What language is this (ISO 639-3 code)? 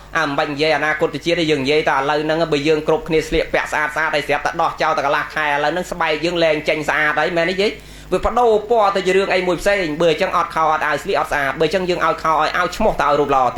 khm